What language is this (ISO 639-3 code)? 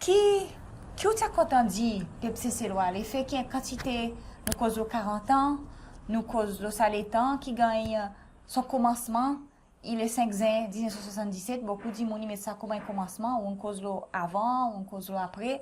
crs